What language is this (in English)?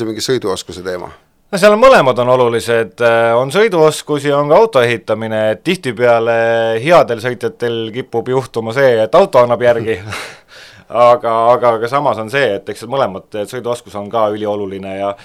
Estonian